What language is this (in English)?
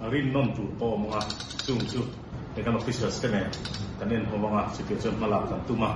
Mizo